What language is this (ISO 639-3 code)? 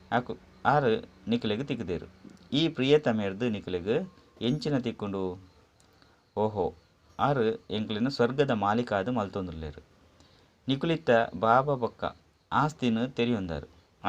tcy